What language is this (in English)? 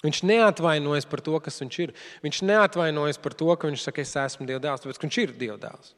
Latvian